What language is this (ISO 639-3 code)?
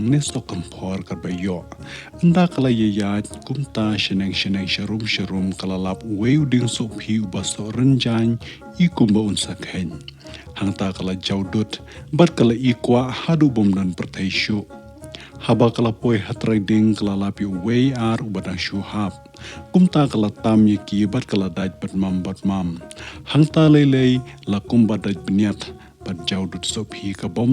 kha